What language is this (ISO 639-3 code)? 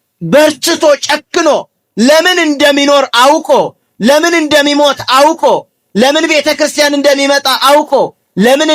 amh